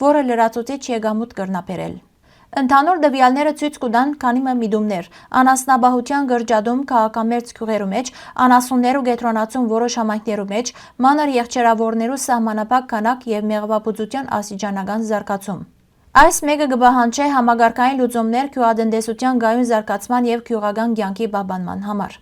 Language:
Western Armenian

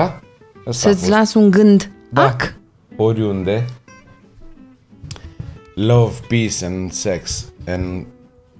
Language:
Romanian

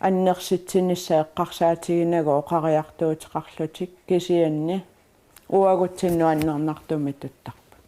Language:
Kalaallisut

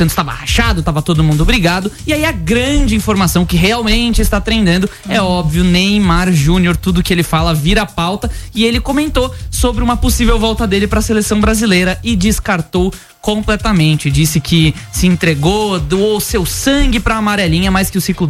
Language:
Portuguese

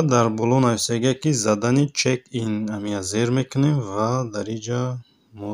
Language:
Tajik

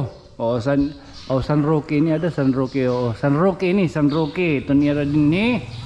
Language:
Waray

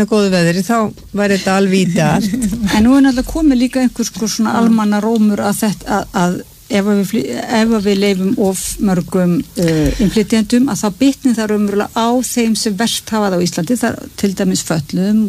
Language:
Icelandic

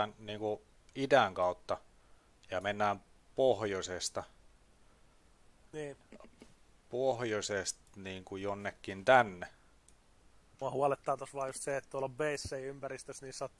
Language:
Finnish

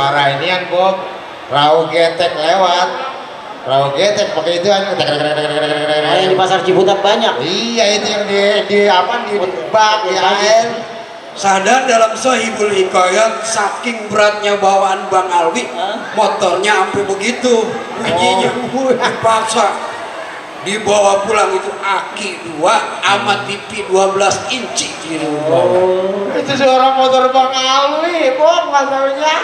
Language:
Betawi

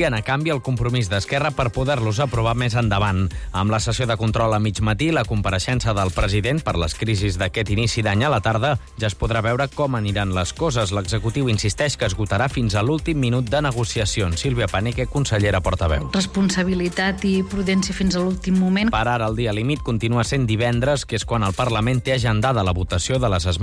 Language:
Catalan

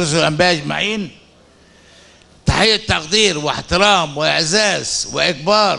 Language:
Egyptian Arabic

